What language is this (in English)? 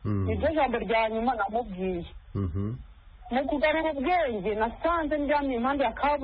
Kinyarwanda